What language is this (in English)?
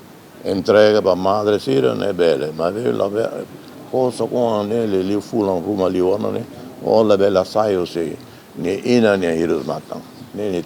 Tetum